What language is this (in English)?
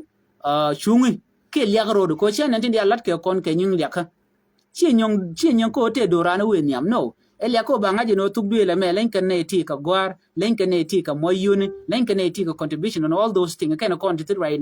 Nuer